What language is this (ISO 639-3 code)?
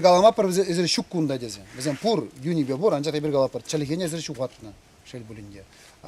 chv